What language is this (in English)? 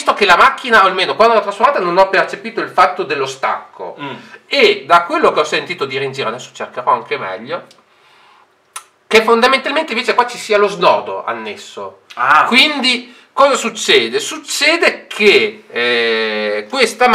Italian